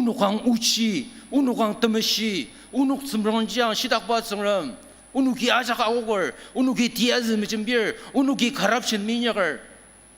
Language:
Ao Naga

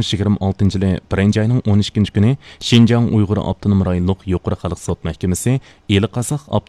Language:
Uyghur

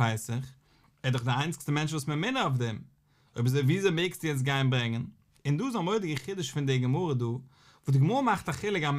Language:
Yiddish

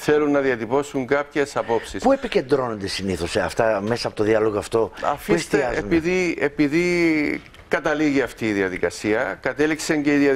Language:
Greek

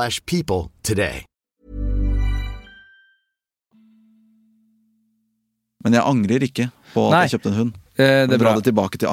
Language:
Norwegian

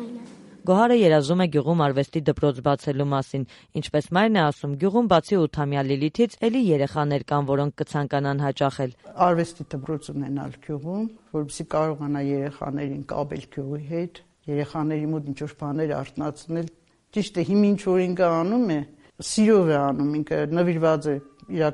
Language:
Armenian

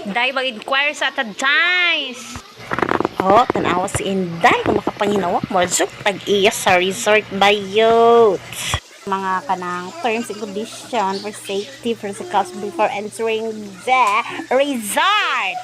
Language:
Cebuano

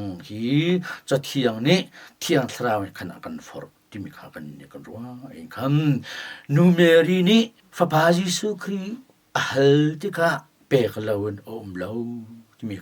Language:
Hakha Chin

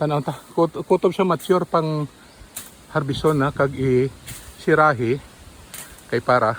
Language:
Hiligaynon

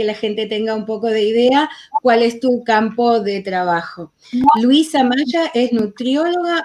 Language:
Ladino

